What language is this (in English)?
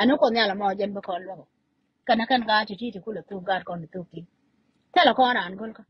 Nuer